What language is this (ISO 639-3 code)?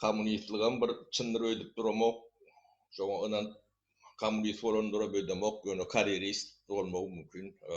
tuk